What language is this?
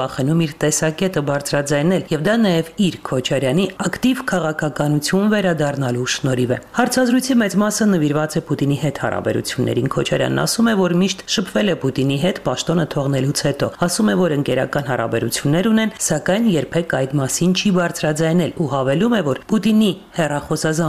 Armenian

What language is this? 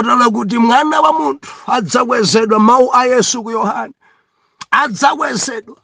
Nyanja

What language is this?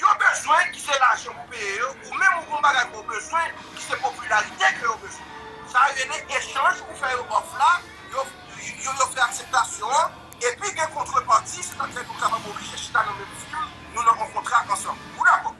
Haitian Creole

